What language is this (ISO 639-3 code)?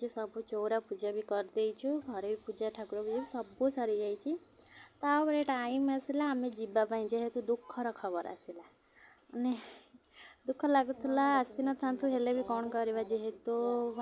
ori